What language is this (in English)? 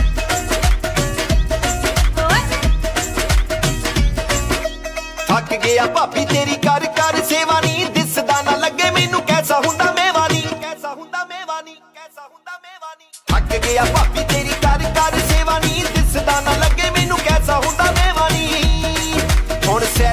Punjabi